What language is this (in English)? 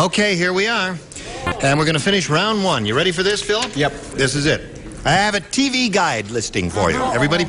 English